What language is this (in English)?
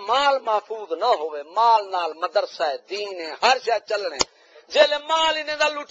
Saraiki